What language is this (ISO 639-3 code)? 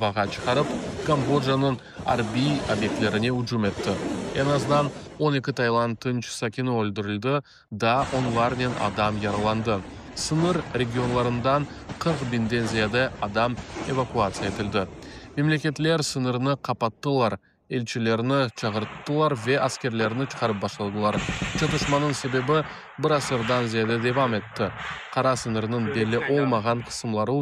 crh